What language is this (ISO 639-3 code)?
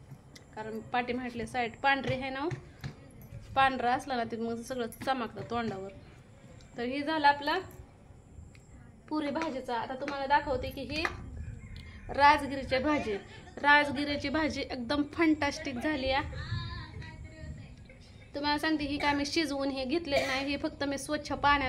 mar